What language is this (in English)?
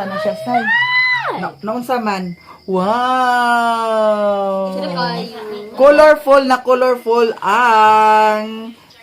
Cebuano